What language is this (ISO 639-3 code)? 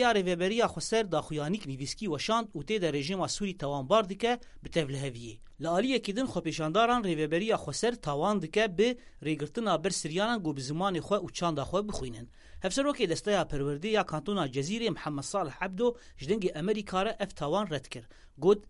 kur